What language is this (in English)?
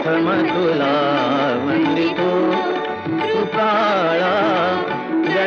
Marathi